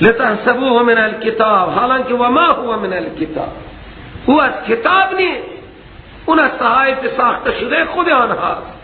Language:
Persian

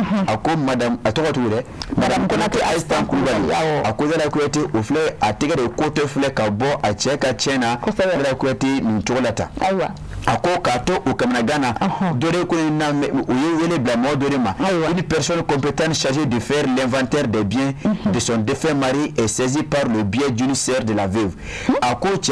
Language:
Bambara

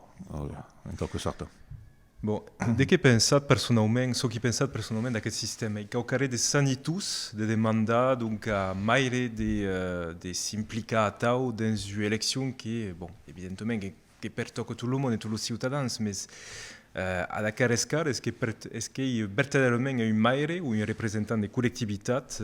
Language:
Occitan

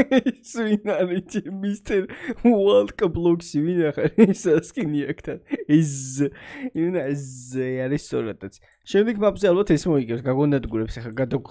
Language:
Georgian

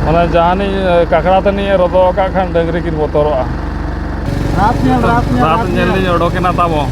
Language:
Santali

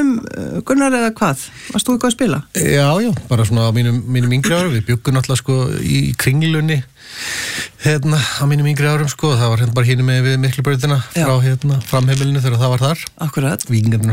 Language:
Icelandic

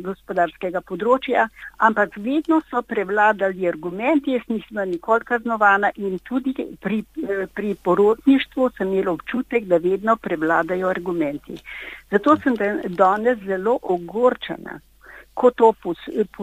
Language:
Slovenian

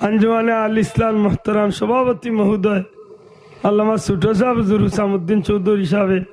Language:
Sylheti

